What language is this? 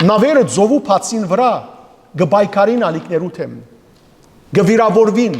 Western Armenian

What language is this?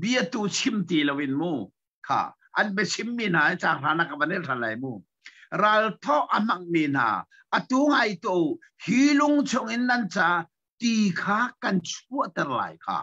Hakha Chin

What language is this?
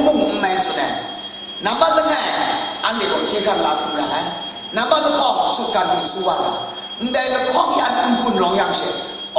Kachin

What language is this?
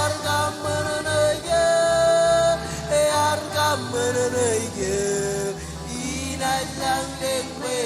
Marshallese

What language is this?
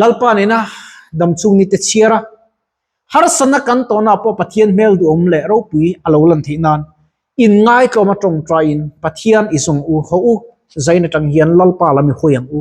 Mizo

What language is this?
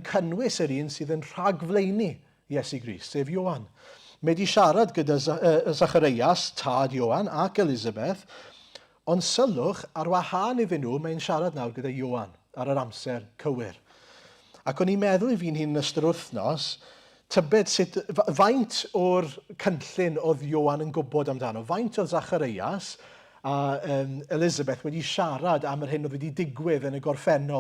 Welsh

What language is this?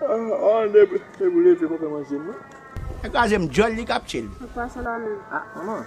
Haitian Creole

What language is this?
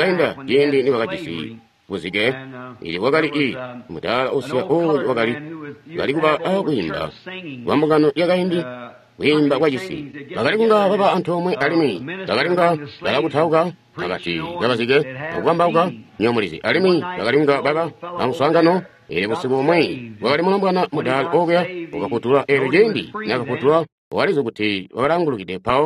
Tonga (Zambia)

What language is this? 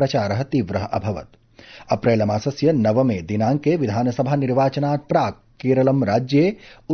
Sanskrit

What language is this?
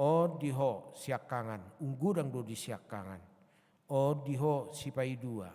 Batak Toba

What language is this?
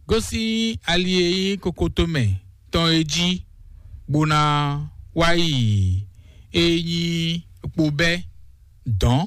Fon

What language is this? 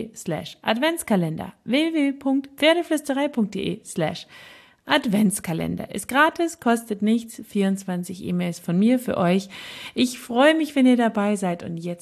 German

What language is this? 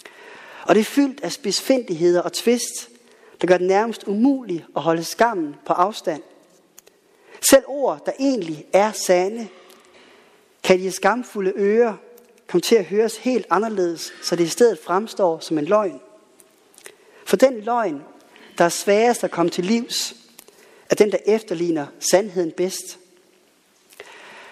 Danish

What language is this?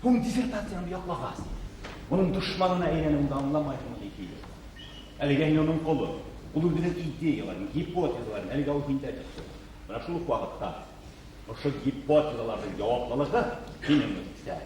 Bashkir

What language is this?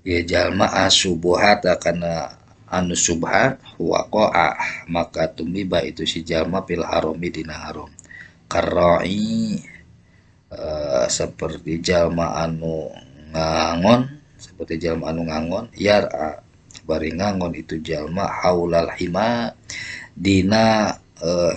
Sundanese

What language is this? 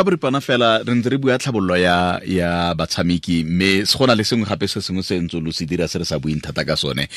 Tswana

